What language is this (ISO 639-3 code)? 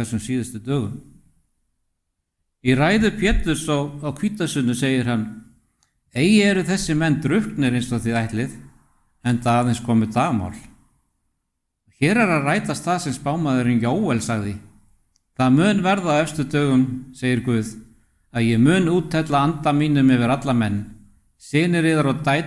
isl